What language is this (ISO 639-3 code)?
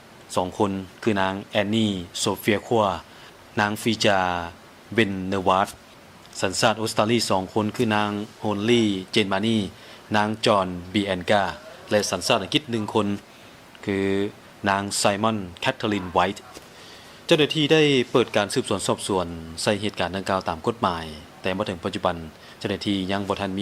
lao